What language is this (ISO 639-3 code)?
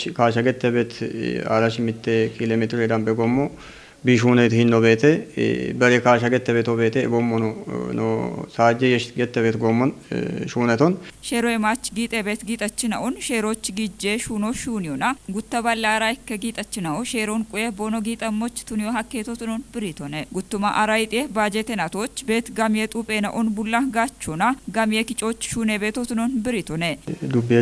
kbr